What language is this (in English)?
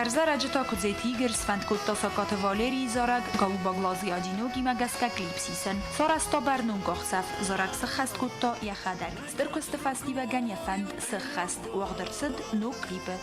Ossetic